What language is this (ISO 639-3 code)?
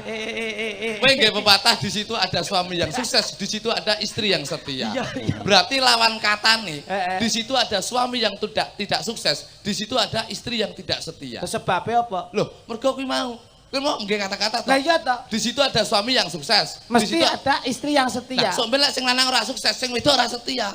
jav